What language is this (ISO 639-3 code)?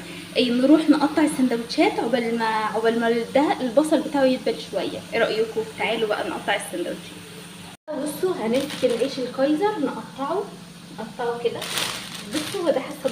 arz